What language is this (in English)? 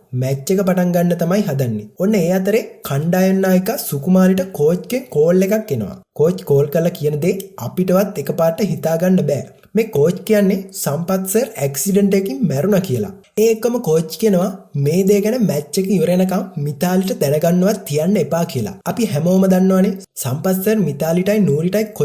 Sinhala